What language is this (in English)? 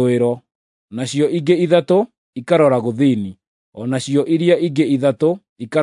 Kikuyu